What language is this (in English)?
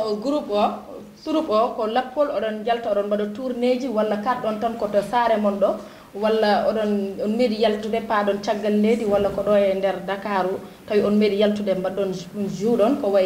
Fula